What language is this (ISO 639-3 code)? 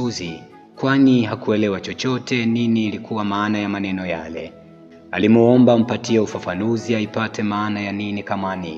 swa